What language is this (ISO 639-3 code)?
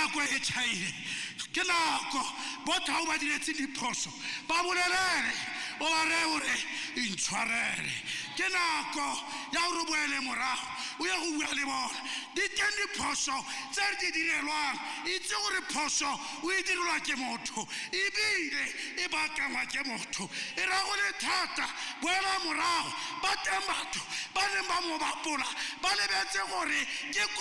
tsn